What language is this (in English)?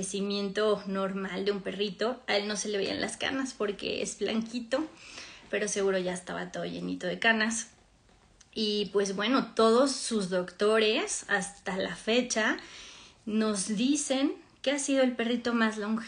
Spanish